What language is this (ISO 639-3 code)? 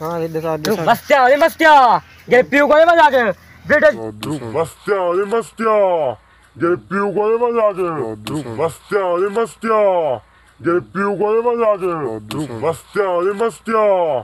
skr